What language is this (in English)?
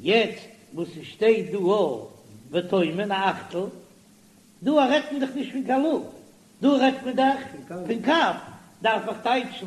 Yiddish